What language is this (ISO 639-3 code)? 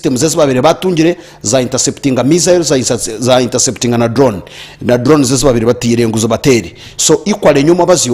nyn